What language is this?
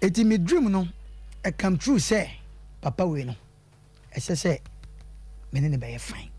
Akan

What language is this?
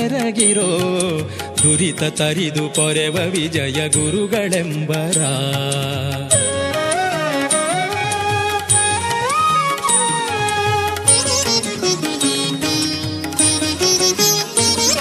Kannada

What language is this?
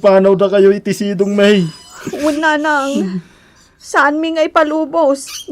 Iloko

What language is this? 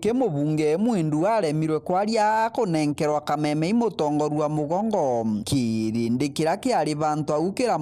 Meru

